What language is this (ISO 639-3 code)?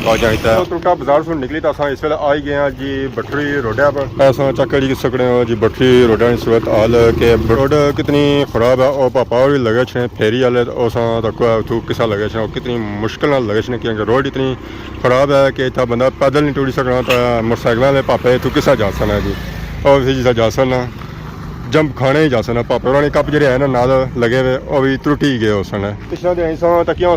phr